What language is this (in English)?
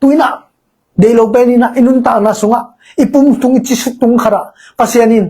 Tedim Chin